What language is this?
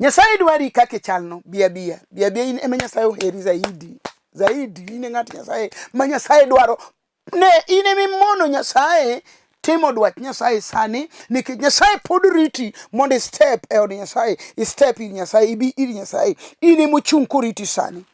Luo (Kenya and Tanzania)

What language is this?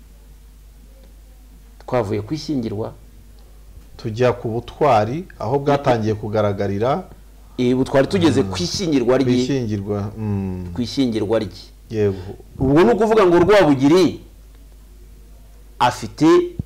Kinyarwanda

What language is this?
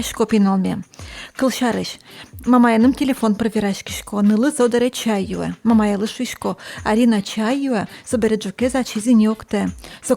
Udmurt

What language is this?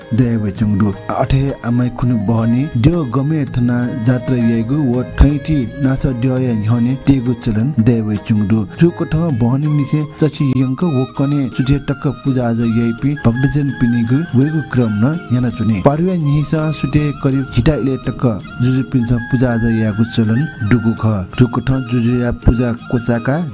Newari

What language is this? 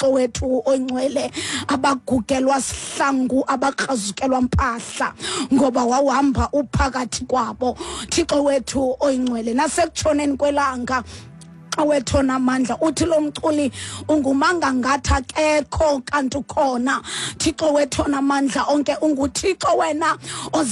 Xhosa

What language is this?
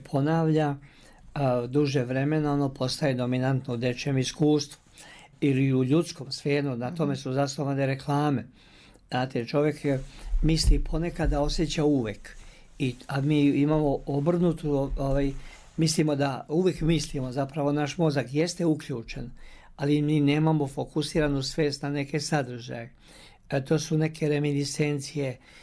Serbian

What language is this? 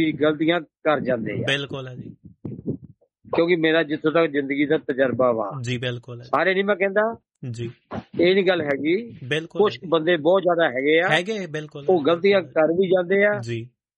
Punjabi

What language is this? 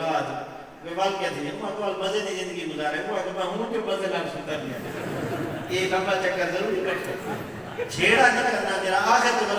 Saraiki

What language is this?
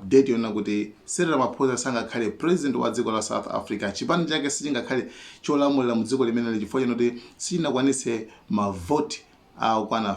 Nyanja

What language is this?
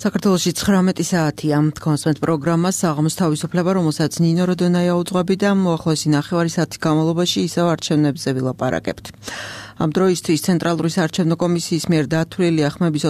Georgian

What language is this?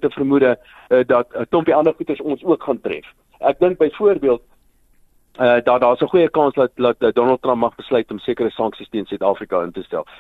Afrikaans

